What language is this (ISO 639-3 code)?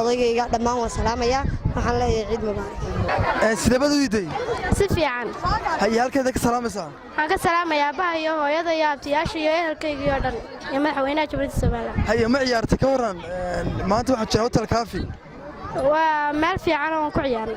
som